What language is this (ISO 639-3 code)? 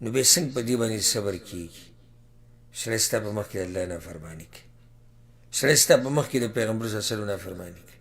pus